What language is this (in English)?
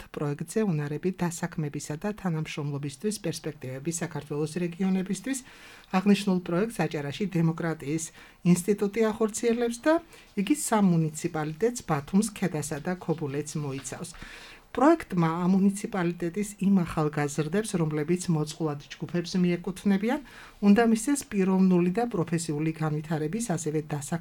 Georgian